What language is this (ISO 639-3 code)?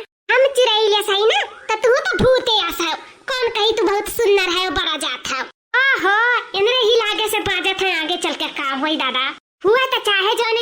awa